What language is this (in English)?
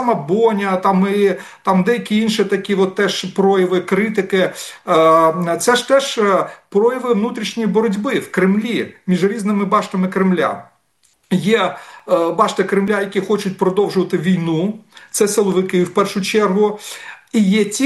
Ukrainian